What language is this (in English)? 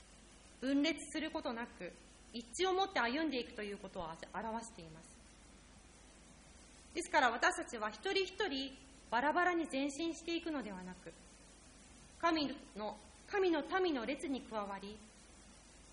Japanese